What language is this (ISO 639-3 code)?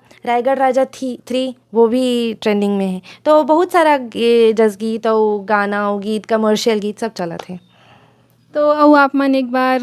hne